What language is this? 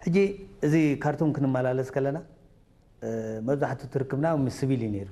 Tigrinya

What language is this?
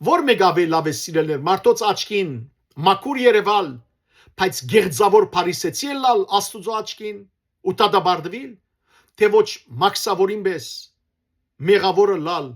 Western Armenian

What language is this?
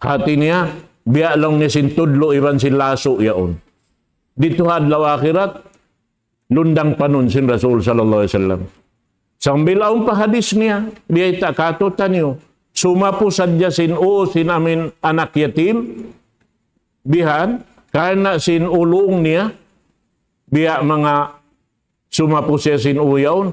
Tausug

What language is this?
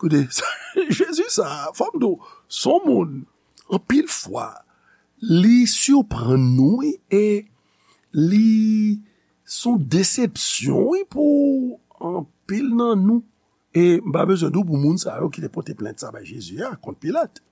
Haitian Creole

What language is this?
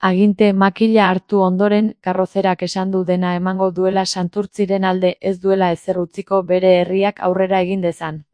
Basque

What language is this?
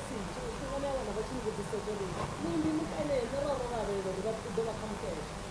Venda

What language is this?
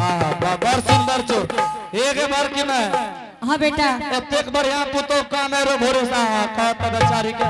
Angika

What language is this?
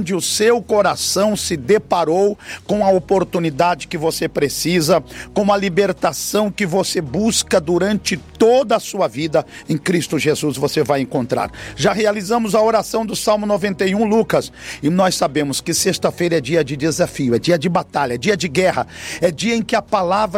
Portuguese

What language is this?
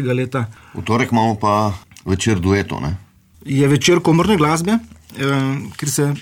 Slovenian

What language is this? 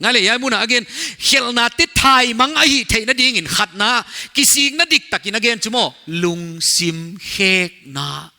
Paite Chin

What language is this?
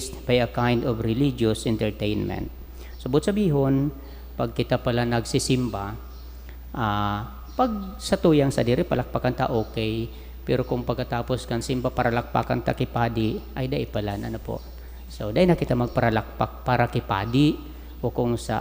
Bikol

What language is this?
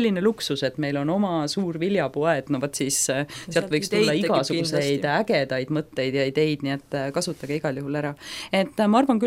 Estonian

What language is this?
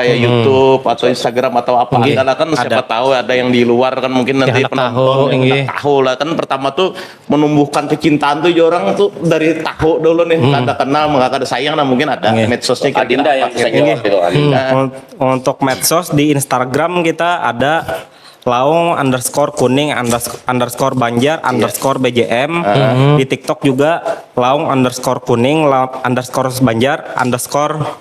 Banjar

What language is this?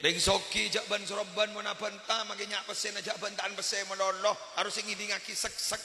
Madurese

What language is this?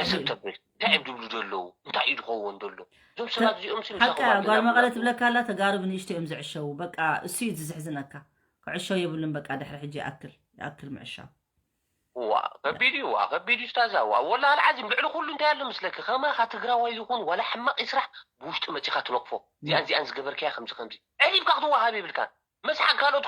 Tigrinya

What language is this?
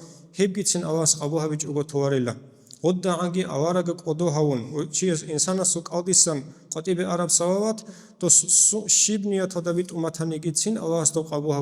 Avaric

